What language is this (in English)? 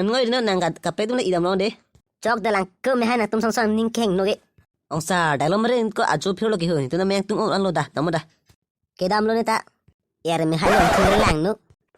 Karbi